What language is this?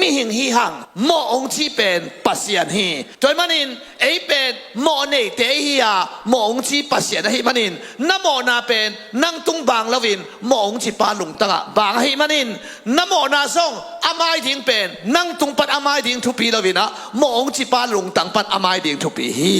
Tedim Chin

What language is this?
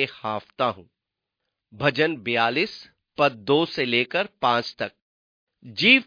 Hindi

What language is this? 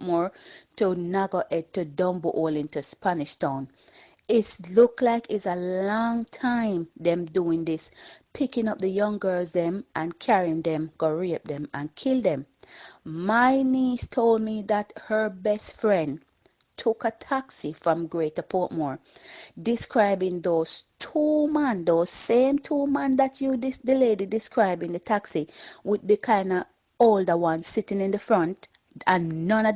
Jamaican Creole English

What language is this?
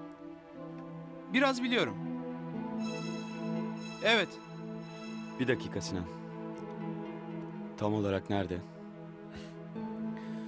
Turkish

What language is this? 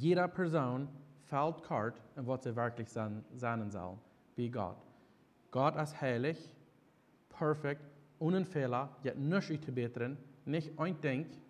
Plautdietsch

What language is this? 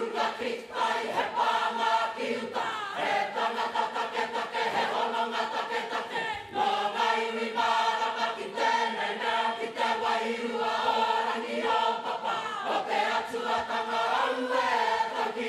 Māori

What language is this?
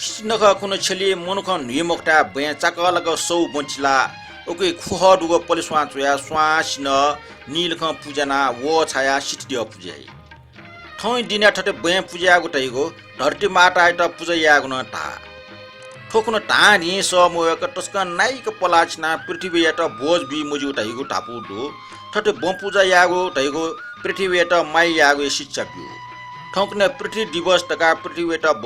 Newari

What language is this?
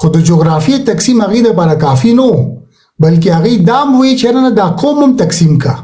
Pashto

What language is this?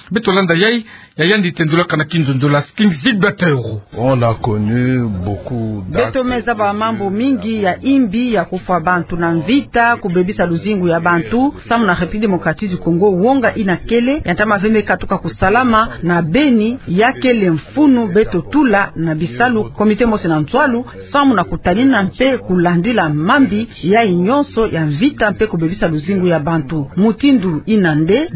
Kituba (Democratic Republic of Congo)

